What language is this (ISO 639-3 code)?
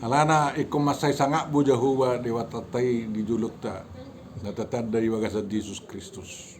bbc